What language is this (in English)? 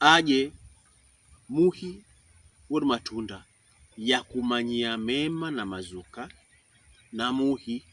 Pokomo